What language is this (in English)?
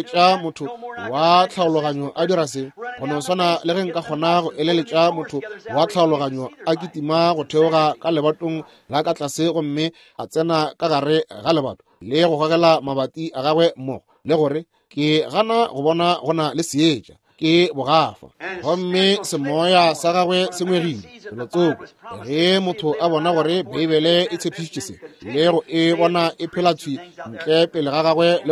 Northern Sotho